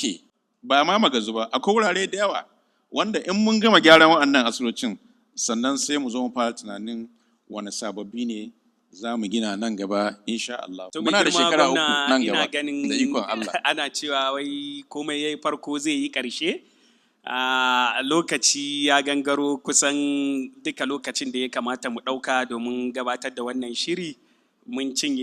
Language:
Hausa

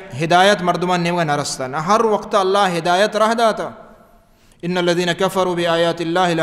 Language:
Baluchi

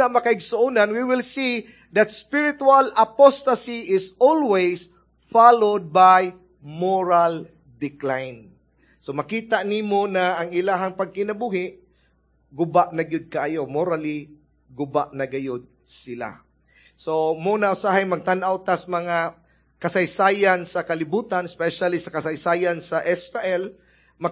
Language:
Cebuano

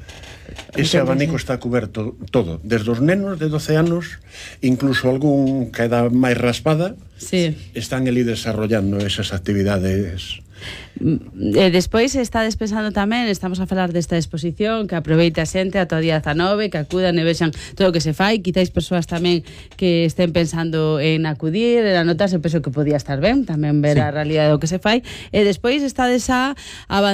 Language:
Galician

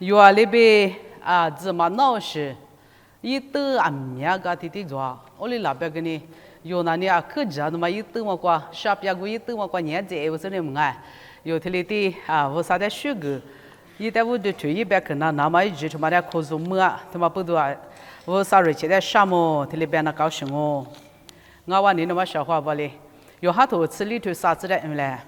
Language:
Lisu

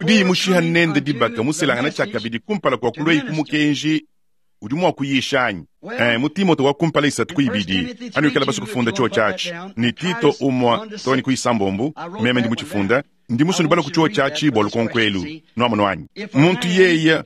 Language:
Luba-Lulua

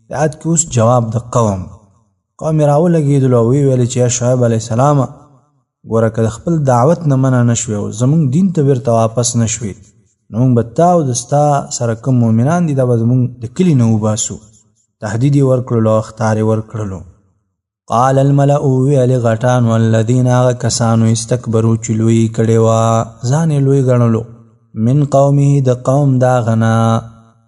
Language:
Pashto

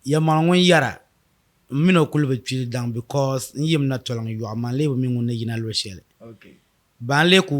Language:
Dagbani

